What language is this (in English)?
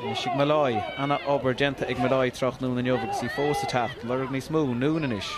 Irish